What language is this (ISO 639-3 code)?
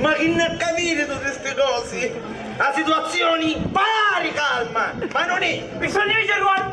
scn